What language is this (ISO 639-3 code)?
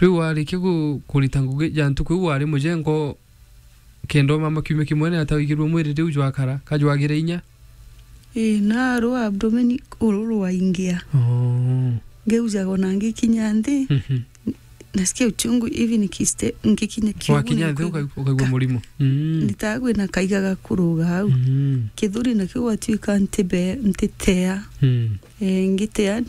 mer